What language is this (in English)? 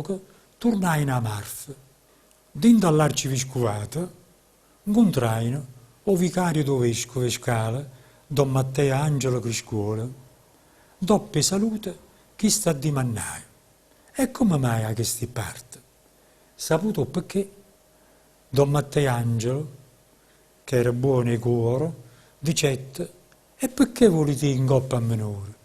Neapolitan